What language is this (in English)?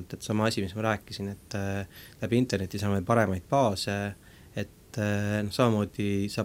Estonian